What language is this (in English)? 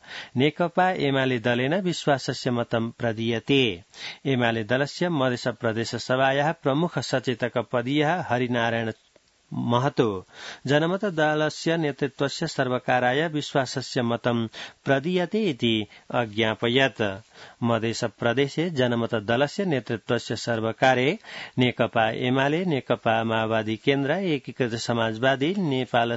Sanskrit